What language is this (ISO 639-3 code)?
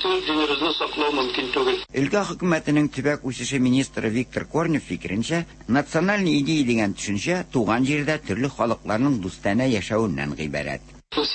tat